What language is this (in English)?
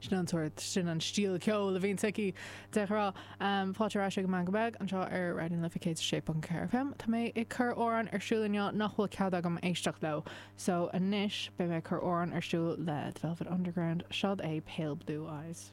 Irish